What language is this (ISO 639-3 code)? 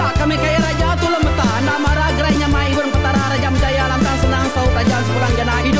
iba